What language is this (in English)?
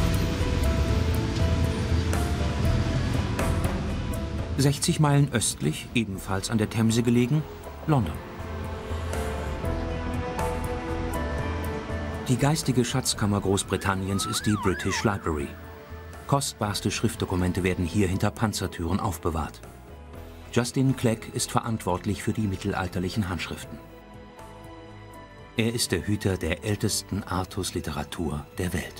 German